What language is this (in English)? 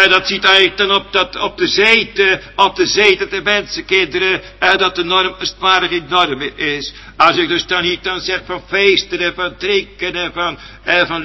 Dutch